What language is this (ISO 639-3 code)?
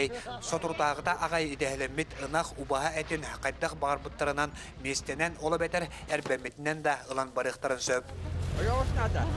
sah